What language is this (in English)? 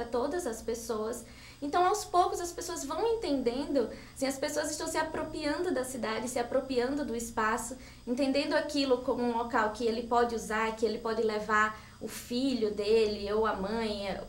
Portuguese